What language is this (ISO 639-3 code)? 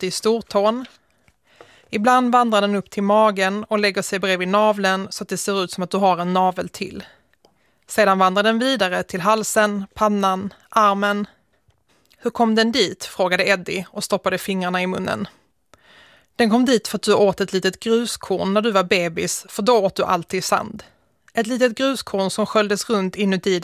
swe